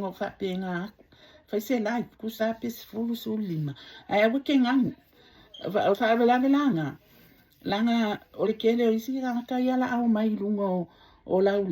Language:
Samoan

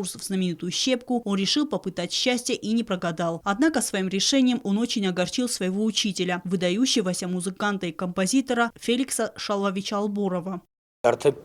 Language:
Ossetic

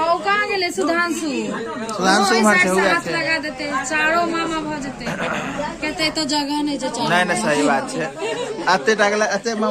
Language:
Maithili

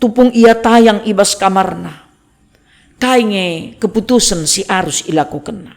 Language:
Batak Karo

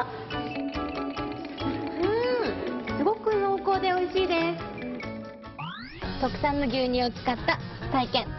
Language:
Japanese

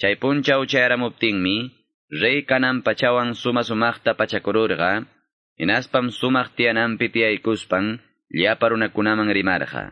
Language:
Quechua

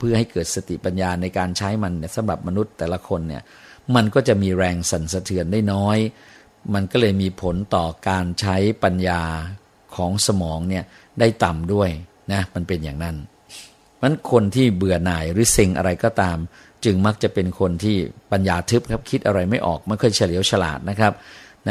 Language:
Thai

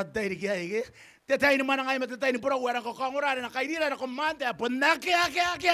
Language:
Gilbertese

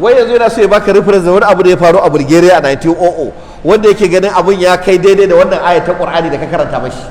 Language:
Hausa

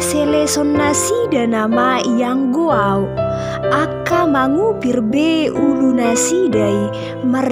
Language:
Batak Toba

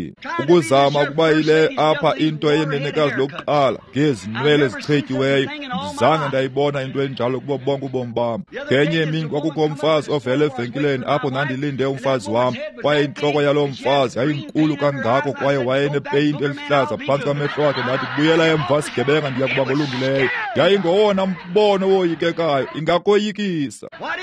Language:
Xhosa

